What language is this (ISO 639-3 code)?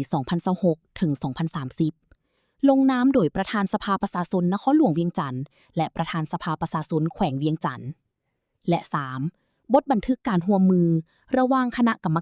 lao